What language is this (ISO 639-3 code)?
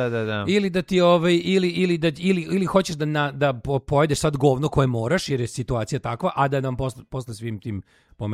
srp